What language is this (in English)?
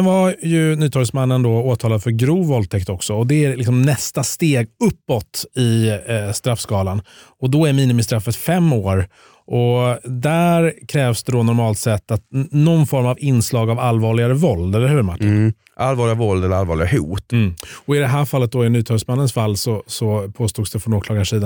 Swedish